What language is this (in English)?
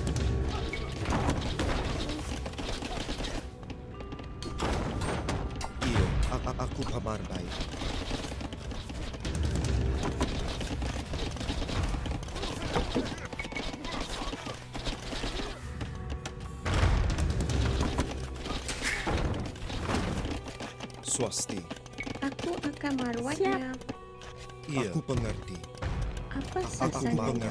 Malay